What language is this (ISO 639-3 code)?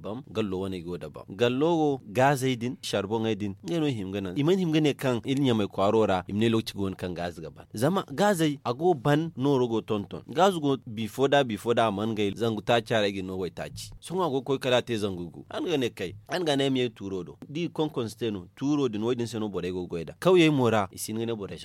dje